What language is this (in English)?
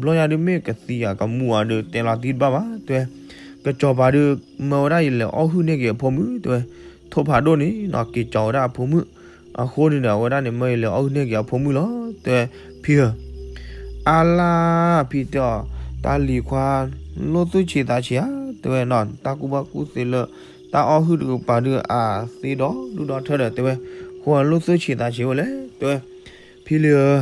S'gaw Karen